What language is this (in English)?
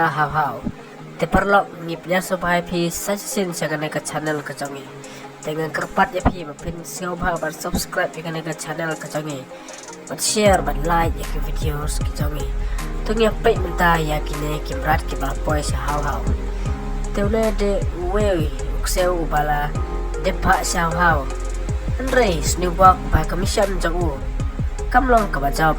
Khasi